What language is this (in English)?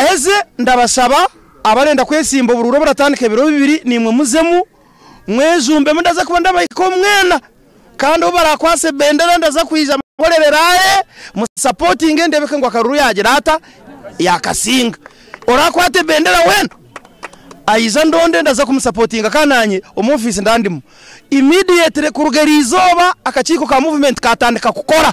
Nyankole